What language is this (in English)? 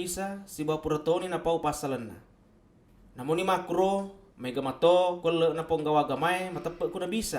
Buginese